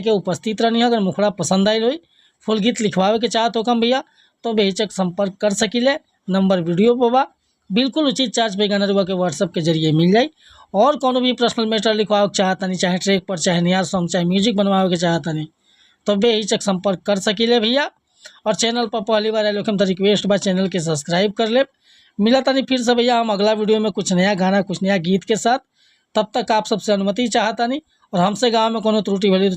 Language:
Bhojpuri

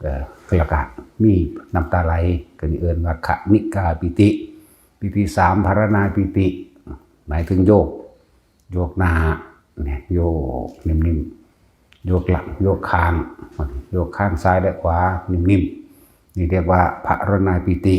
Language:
Northeastern Thai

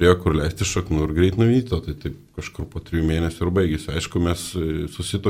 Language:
Lithuanian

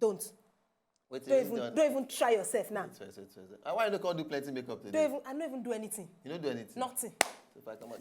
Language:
Nigerian Pidgin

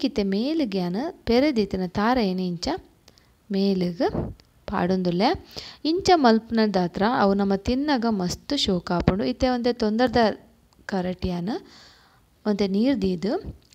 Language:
Tulu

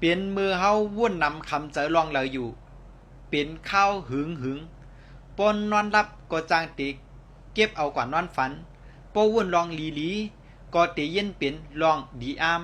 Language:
Shan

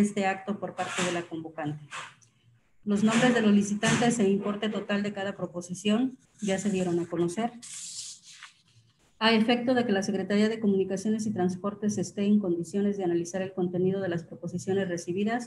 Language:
Spanish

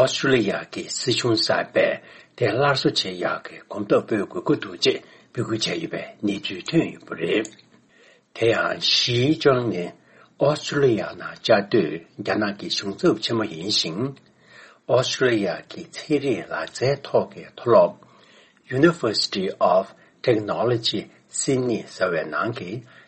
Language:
Tibetan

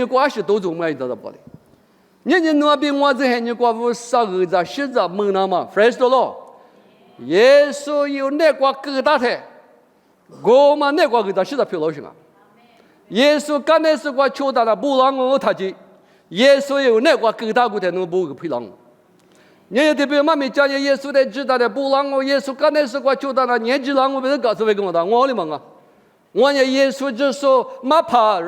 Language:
Lisu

